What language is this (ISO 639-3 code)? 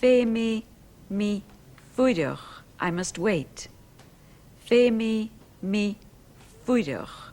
gla